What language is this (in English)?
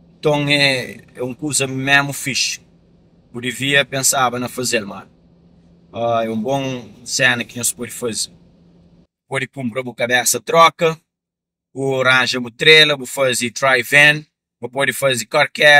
Kabuverdianu